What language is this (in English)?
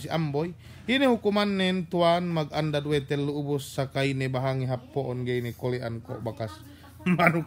Yakan